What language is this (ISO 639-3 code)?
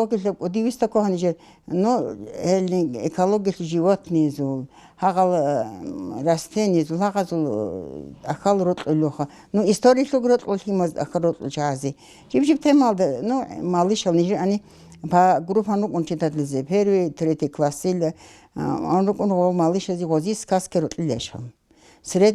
ava